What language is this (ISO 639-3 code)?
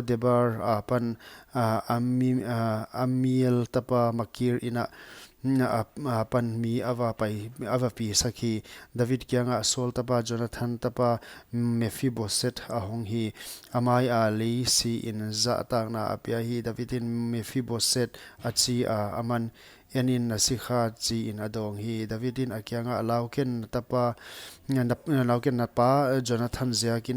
pck